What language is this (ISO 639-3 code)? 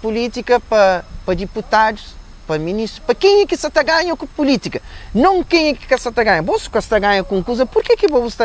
kea